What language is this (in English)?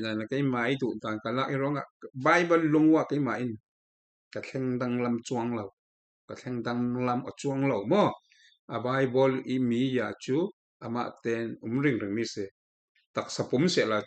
Falam Chin